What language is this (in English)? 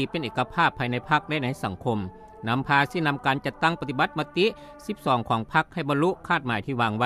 Lao